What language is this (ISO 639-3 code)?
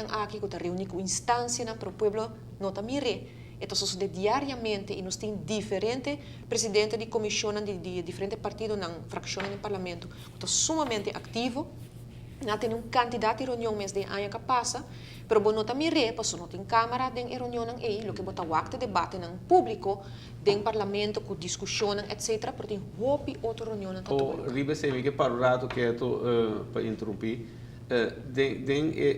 pap